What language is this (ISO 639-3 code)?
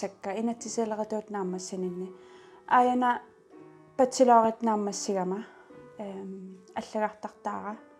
kal